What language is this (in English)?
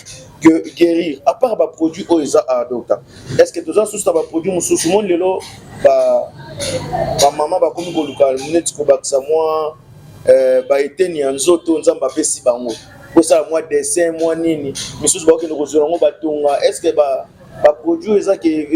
Lingala